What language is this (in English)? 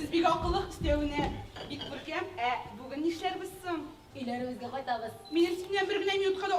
Tatar